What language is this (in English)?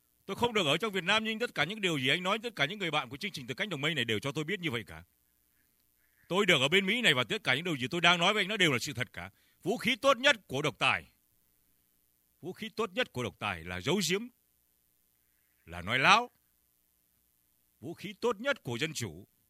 Vietnamese